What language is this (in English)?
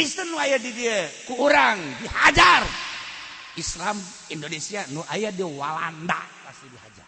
Sundanese